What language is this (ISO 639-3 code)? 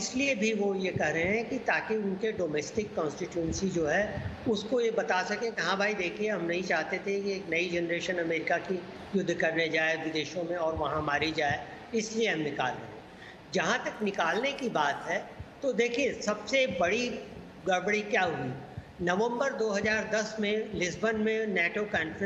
hin